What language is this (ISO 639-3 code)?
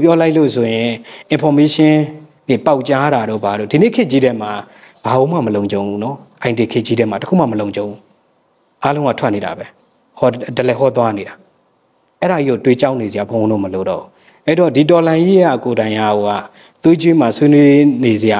mya